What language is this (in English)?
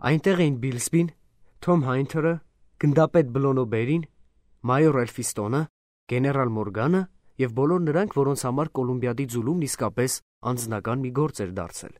Armenian